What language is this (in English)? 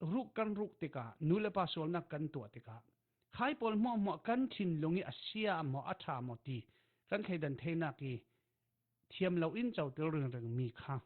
Falam Chin